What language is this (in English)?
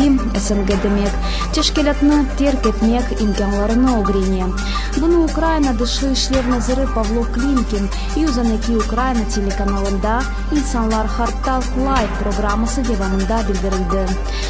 Crimean Tatar